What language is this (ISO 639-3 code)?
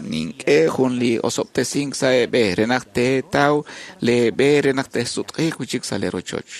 kek